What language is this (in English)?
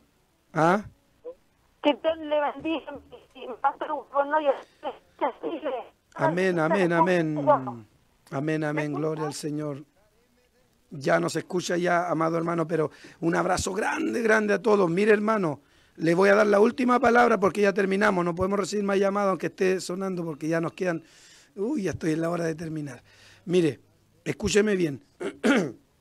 Spanish